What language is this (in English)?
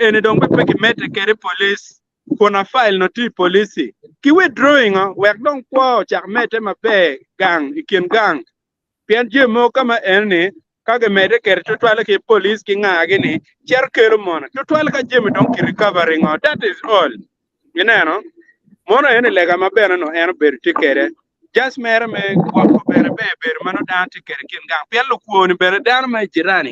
Acoli